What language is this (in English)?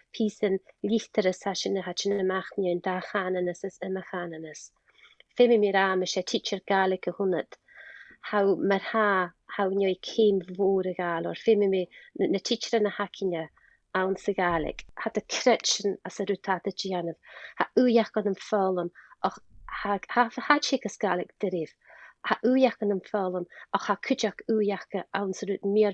Scottish Gaelic